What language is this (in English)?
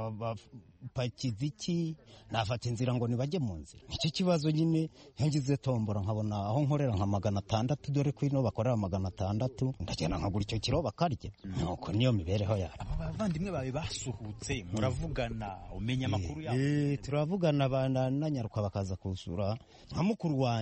Kinyarwanda